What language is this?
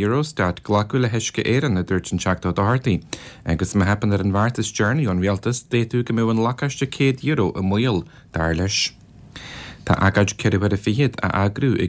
Irish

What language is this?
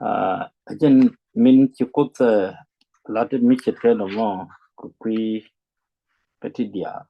Nuer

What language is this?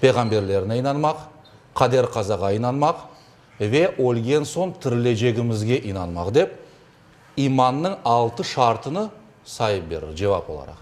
Crimean Tatar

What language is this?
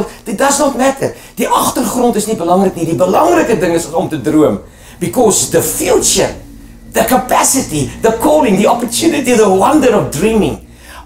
Afrikaans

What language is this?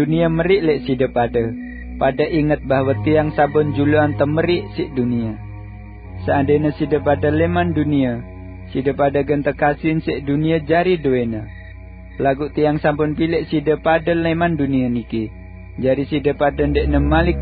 Sasak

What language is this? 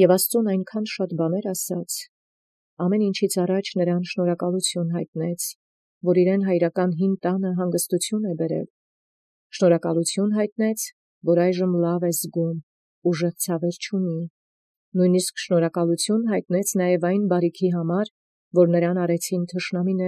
Armenian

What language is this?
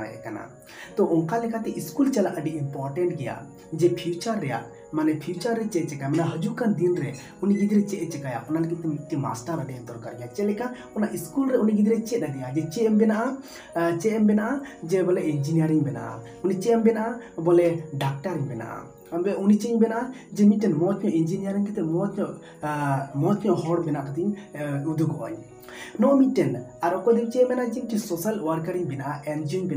Santali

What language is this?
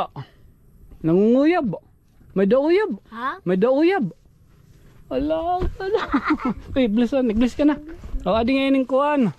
Waray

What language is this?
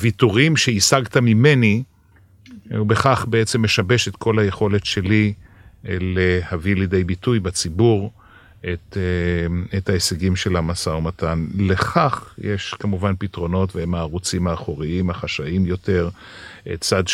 Hebrew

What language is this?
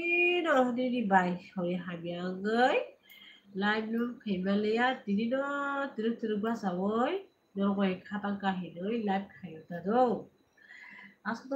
Kok Borok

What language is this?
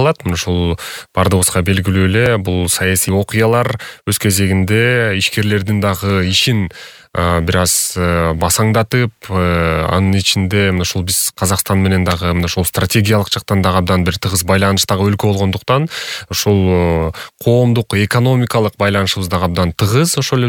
Kyrgyz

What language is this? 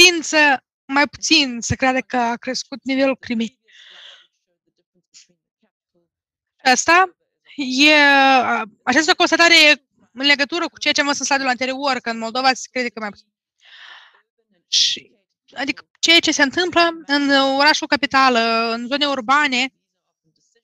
Romanian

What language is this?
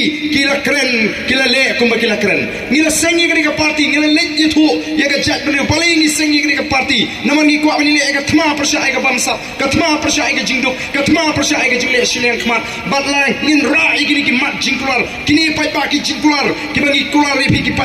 Khasi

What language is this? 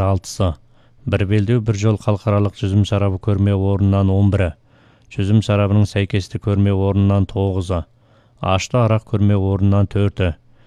Kazakh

